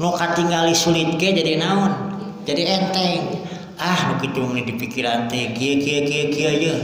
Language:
Sundanese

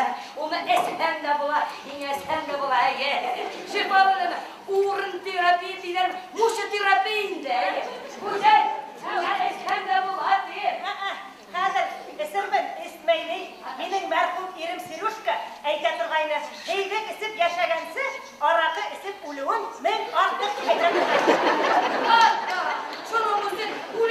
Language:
Bashkir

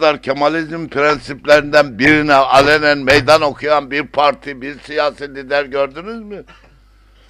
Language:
Turkish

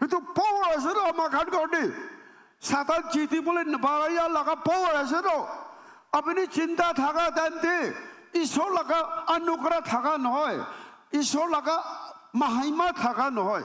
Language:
Naga Pidgin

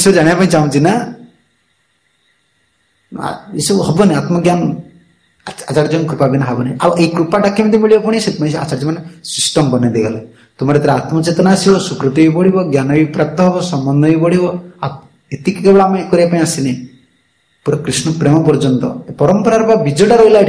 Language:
Odia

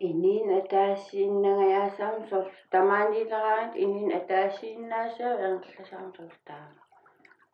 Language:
Kalaallisut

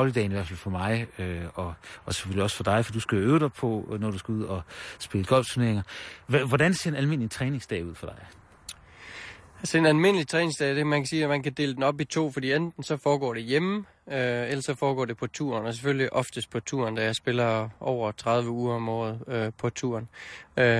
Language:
Danish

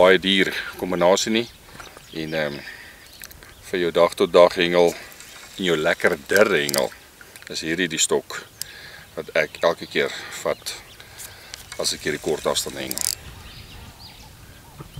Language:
Afrikaans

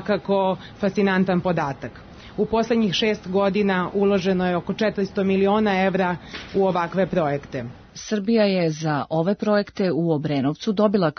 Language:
Serbian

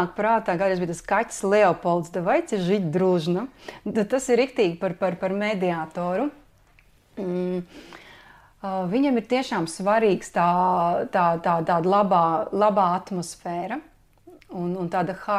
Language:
Latvian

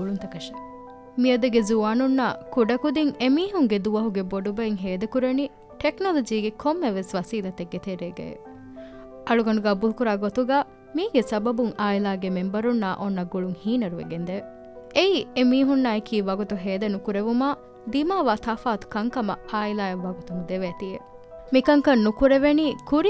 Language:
Divehi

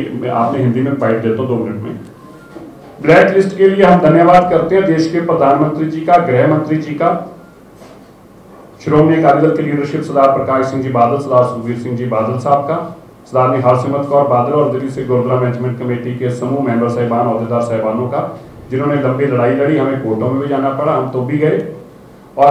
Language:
Punjabi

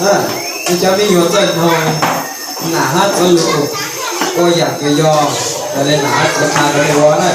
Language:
Hmong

